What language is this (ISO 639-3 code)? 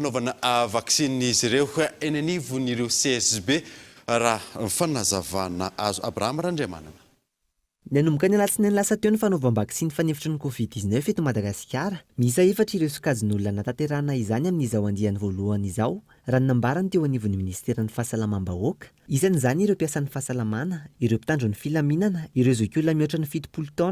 mlg